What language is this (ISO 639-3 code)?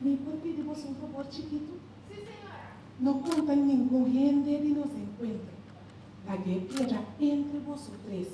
pap